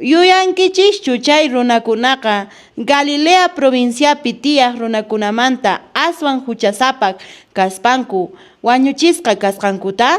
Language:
Quechua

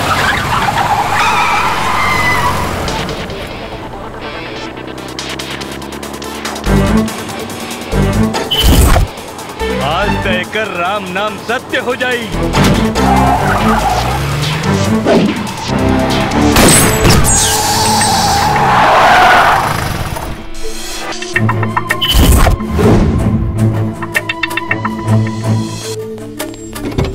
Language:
Bhojpuri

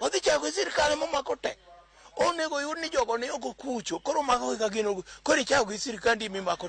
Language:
Luo (Kenya and Tanzania)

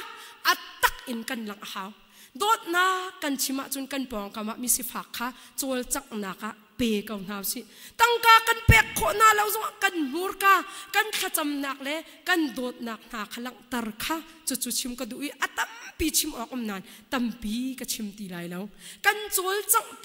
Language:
Hakha Chin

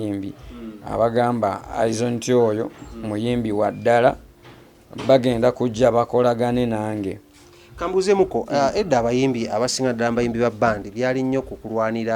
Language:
Ganda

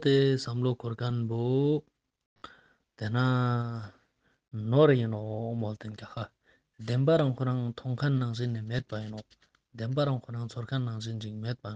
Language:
Ladakhi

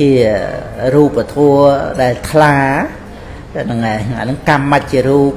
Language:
Khmer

